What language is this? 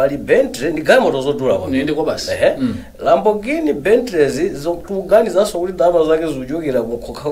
Nyanja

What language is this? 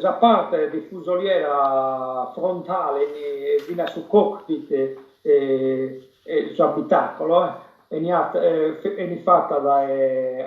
Sardinian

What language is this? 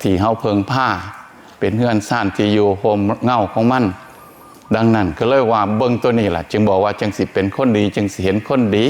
Northeastern Thai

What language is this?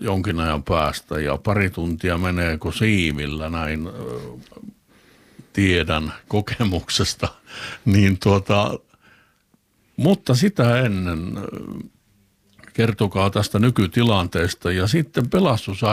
Finnish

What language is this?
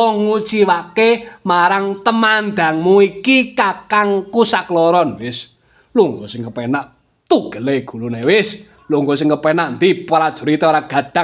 Javanese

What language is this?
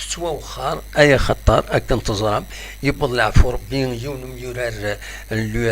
Kabyle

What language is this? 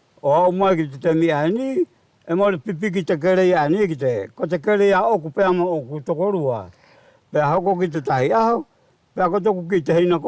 Wallisian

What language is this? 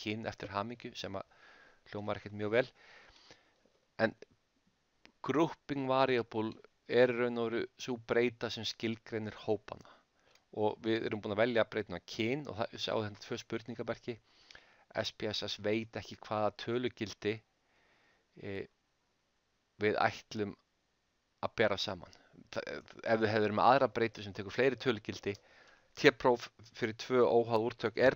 Icelandic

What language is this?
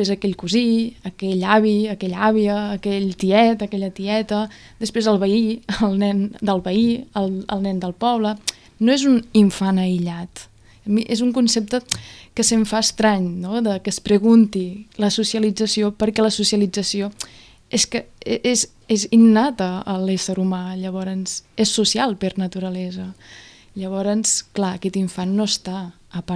Catalan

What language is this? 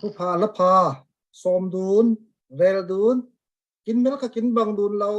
Falam Chin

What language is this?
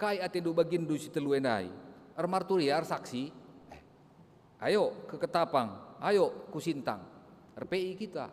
Batak Karo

